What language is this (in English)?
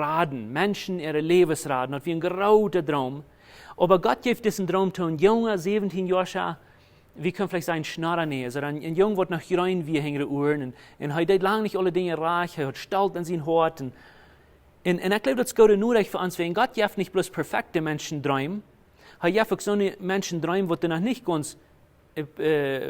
Plautdietsch